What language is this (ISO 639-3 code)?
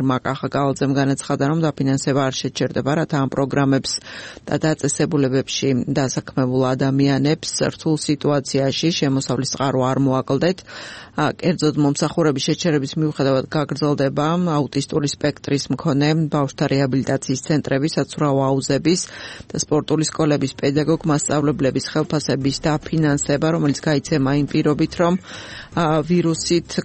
kat